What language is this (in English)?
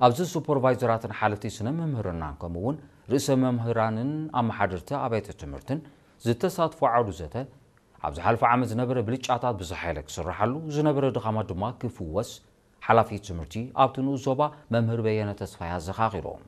Tigrinya